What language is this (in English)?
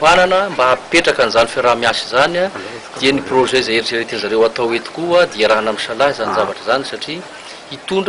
Malagasy